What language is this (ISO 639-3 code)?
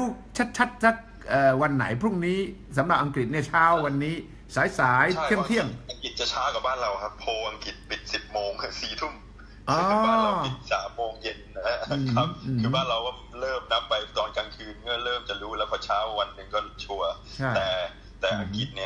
tha